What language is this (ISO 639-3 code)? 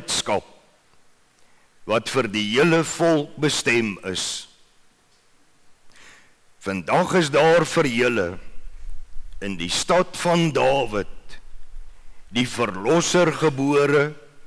afr